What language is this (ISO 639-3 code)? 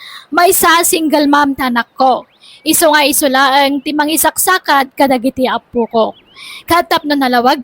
ilo